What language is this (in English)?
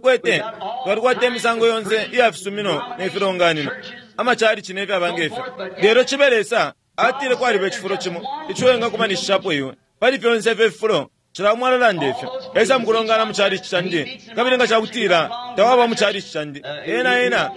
Bemba